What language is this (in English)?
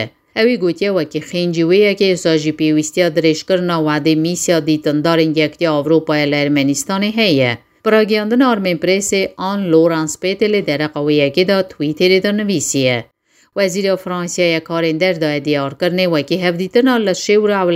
Kurdish